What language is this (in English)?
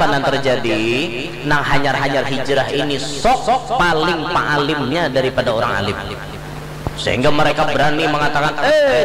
Banjar